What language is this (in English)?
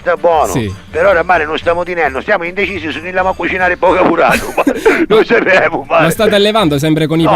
Sicilian